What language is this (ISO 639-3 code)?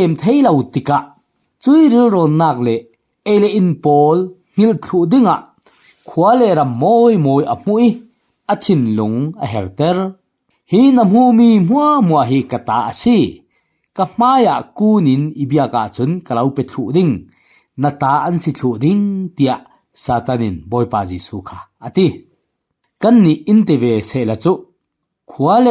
cfm